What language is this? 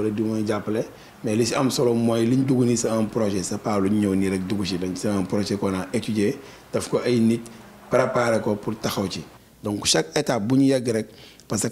Wolof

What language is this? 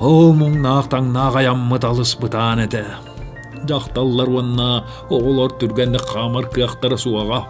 Yakut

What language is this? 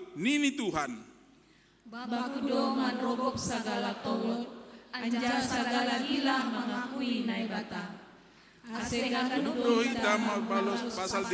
Batak Simalungun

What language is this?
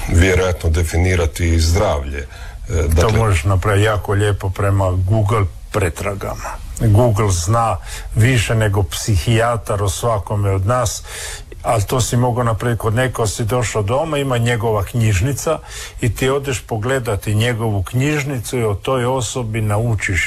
Croatian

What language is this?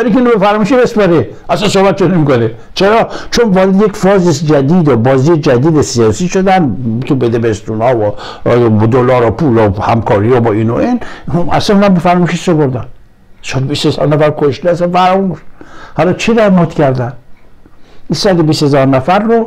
Persian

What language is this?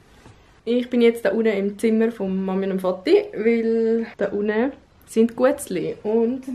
Swiss German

